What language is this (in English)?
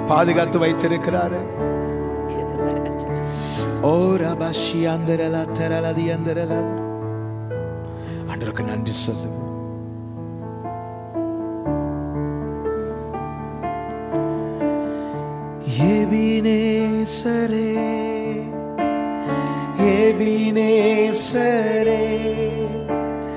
Tamil